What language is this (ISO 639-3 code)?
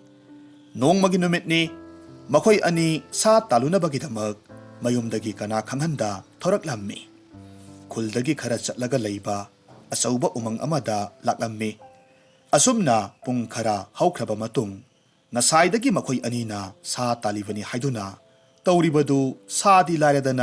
mni